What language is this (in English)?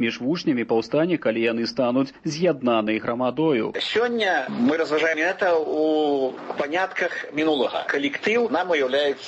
Belarusian